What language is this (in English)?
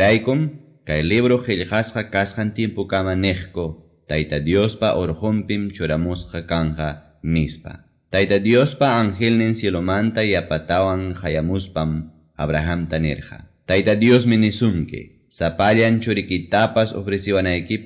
Ayacucho Quechua